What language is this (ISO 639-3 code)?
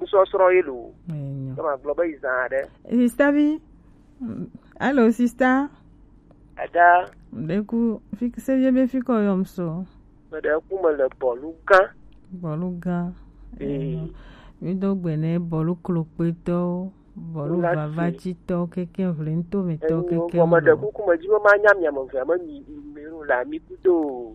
gej